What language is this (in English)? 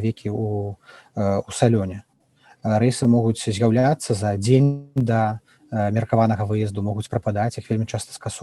Belarusian